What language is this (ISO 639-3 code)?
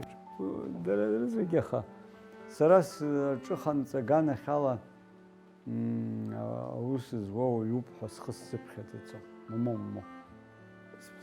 abk